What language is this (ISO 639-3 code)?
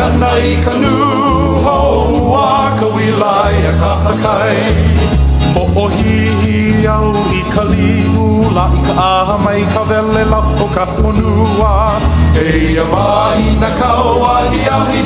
haw